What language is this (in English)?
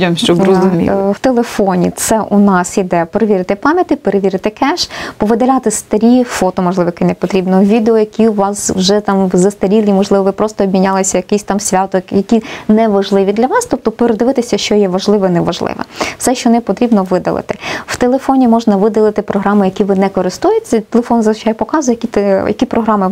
Ukrainian